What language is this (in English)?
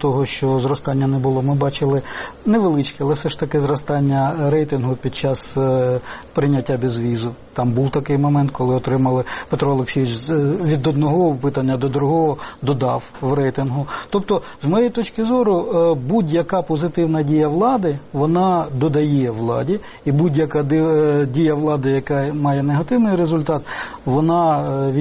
Ukrainian